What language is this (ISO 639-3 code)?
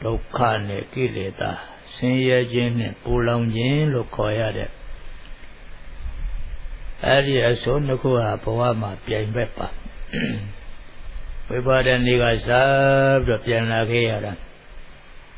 mya